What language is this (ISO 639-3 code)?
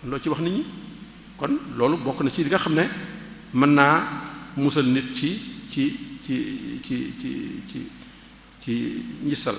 wol